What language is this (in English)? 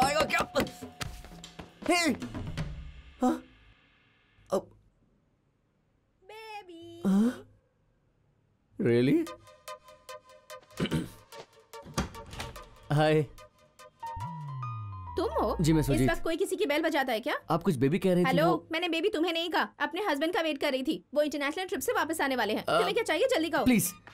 Hindi